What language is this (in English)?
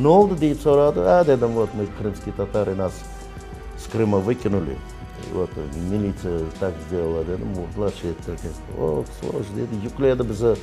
Crimean Tatar